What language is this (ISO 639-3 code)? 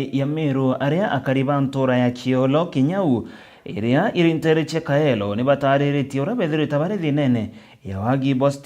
mer